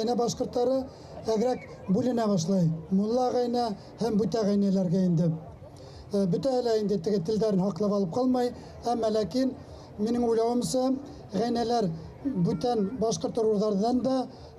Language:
Bashkir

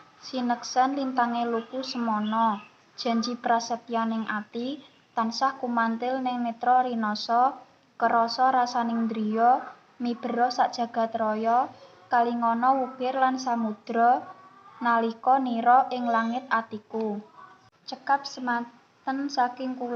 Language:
Javanese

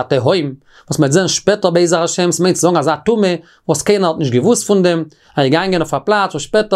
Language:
Yiddish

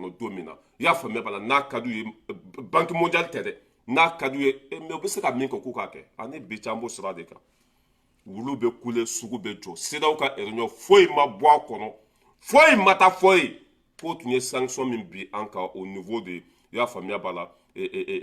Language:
Bambara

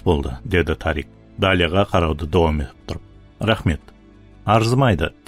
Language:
Kara-Kalpak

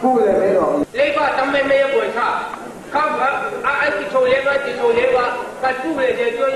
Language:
Mizo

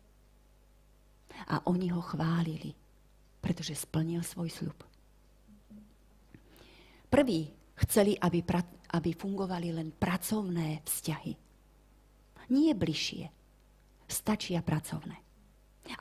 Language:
Slovak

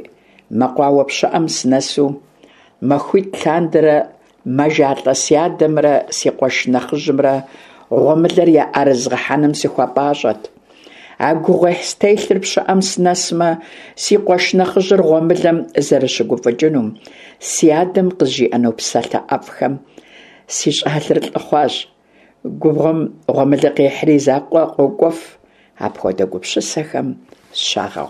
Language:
Kabardian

